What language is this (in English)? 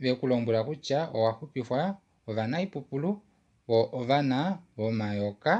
Kuanyama